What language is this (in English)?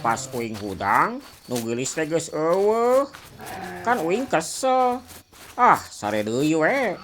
Sundanese